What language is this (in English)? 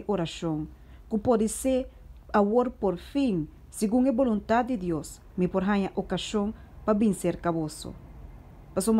Papiamento